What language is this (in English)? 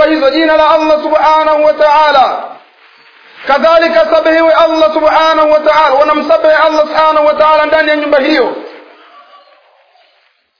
Swahili